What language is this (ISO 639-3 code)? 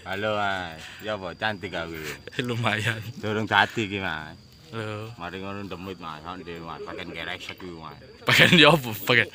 jav